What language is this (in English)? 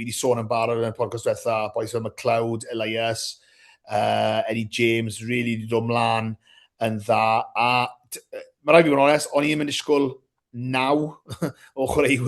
Welsh